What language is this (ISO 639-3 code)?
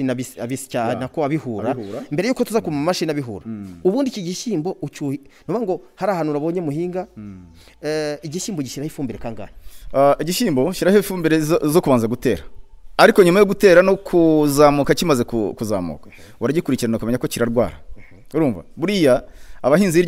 kin